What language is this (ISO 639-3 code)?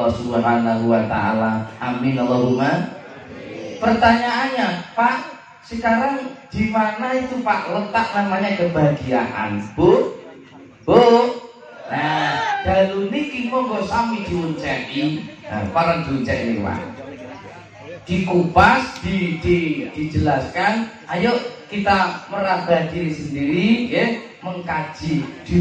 ind